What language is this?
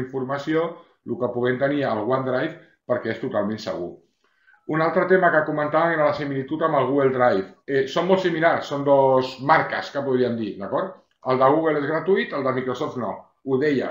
Catalan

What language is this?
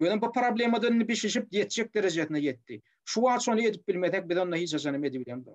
Turkmen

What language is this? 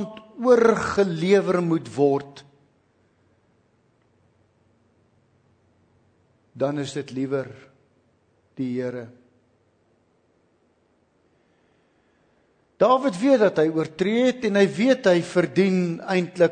Afrikaans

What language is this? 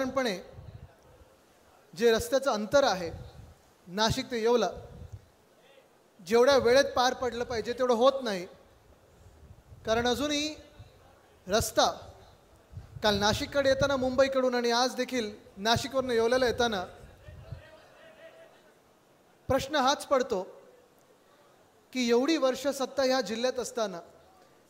Marathi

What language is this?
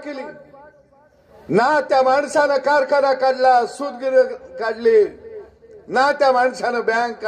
Marathi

